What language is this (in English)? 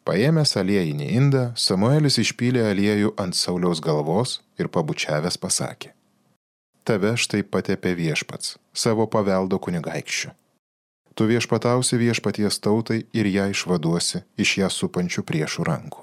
Lithuanian